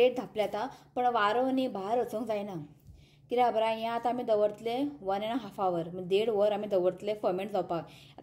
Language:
Konkani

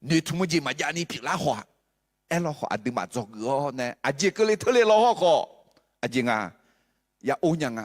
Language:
Akha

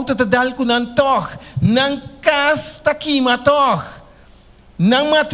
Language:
Papiamento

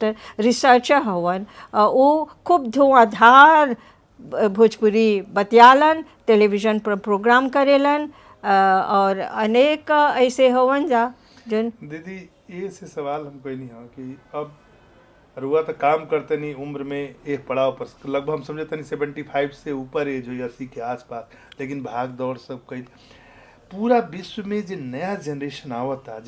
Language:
Bhojpuri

